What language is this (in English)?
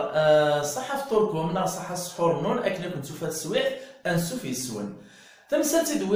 Kabyle